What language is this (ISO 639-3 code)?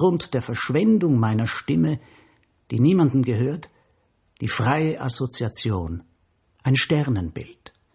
deu